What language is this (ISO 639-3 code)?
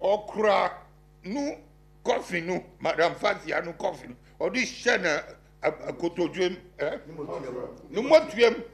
aka